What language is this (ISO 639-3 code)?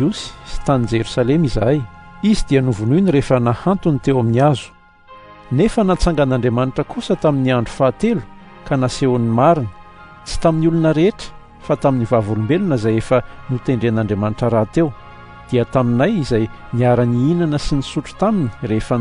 mlg